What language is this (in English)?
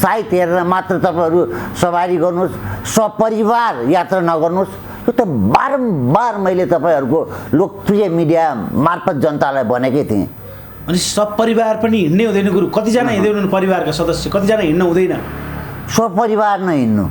Nepali